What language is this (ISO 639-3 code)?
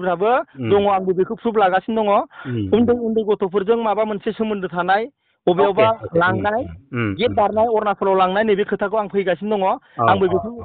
brx